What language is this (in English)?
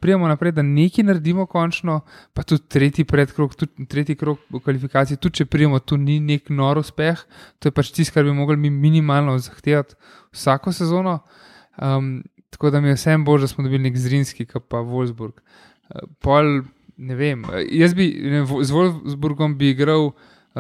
Slovenian